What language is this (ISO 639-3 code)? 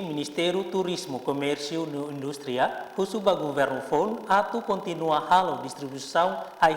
tet